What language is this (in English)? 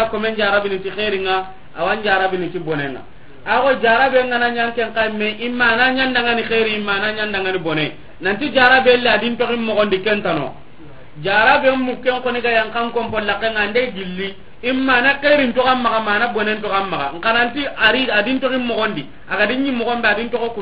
Soninke